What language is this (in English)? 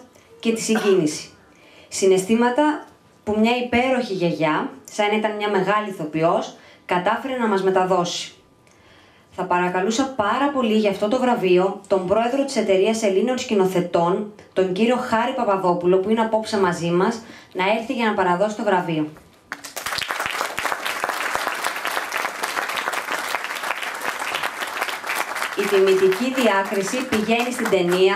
Greek